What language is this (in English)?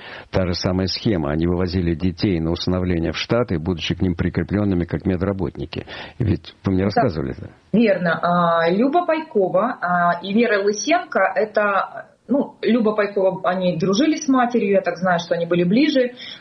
Russian